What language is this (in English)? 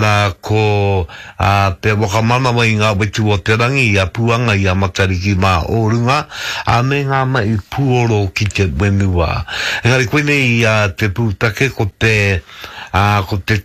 Māori